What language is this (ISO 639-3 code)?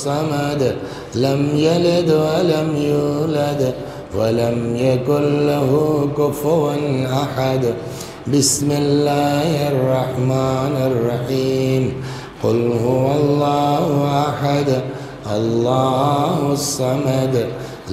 urd